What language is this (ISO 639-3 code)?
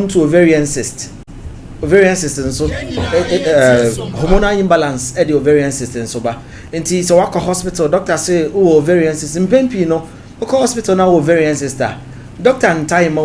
aka